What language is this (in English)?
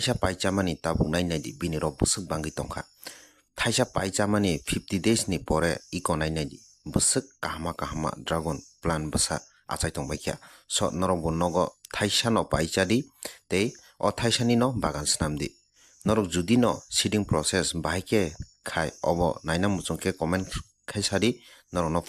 Kok Borok